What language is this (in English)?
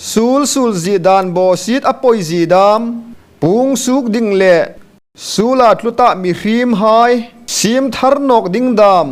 Hmar